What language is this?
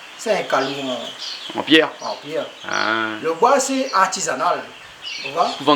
Réunion Creole French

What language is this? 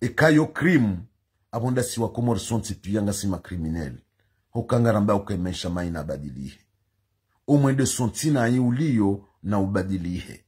Ngazidja Comorian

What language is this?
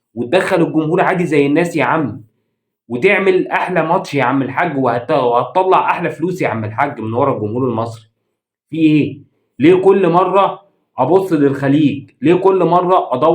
Egyptian Arabic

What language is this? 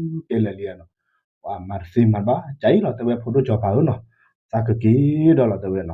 S'gaw Karen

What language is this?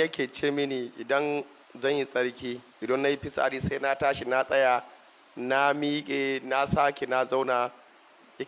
Hausa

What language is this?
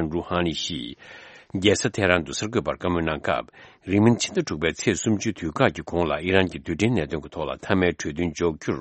Tibetan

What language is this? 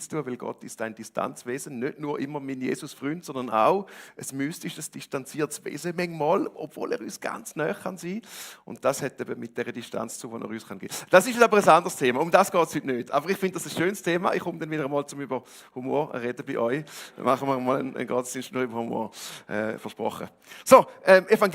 Swiss German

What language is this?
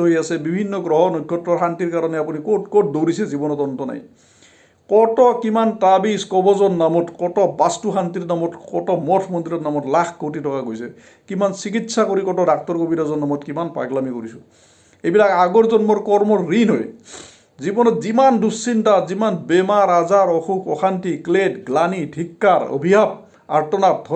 Assamese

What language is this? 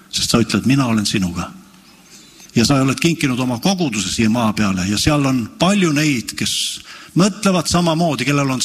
Estonian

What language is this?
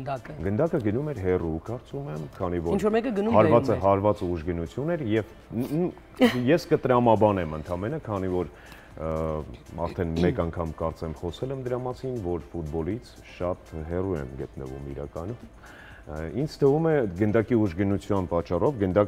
Armenian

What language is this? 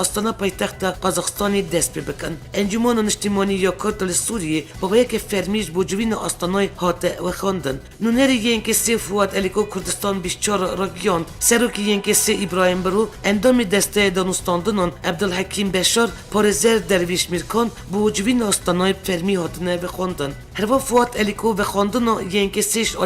Kurdish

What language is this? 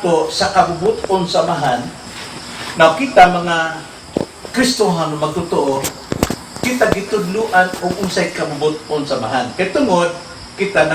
Cebuano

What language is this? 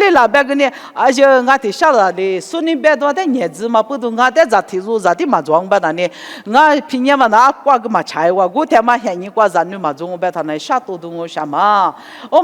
Lisu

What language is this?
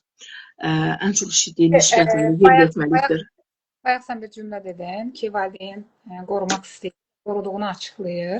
Azerbaijani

